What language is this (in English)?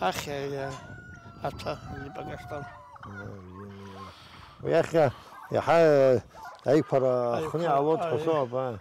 Abkhazian